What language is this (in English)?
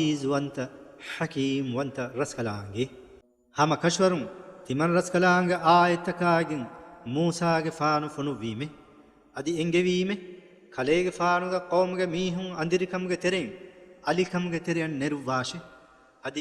Divehi